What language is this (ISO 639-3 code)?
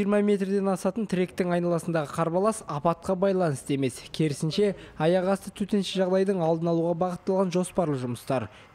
kaz